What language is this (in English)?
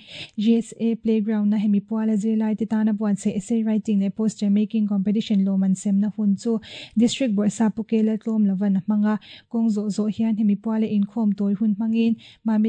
Mizo